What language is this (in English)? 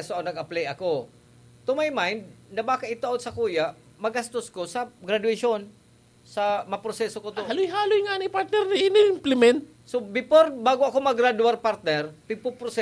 Bikol